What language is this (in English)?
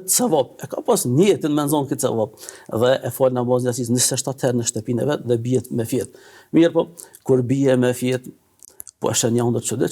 Albanian